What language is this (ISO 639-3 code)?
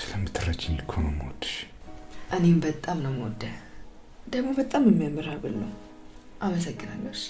amh